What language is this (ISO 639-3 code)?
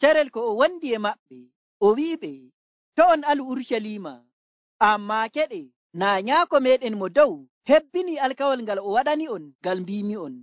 fuv